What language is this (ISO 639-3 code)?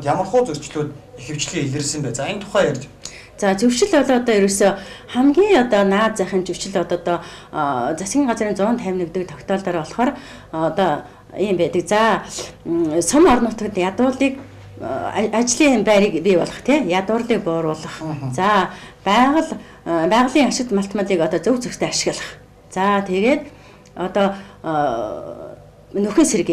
mon